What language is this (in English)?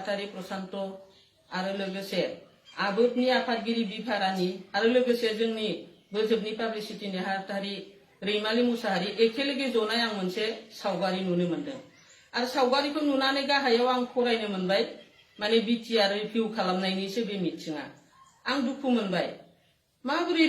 Bodo